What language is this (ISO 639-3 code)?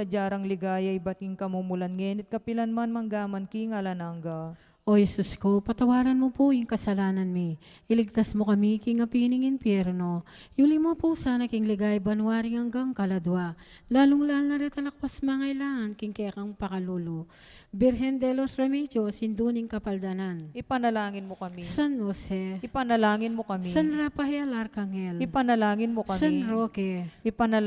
pam